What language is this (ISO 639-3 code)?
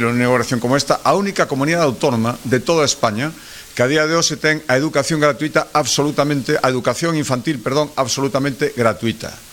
glg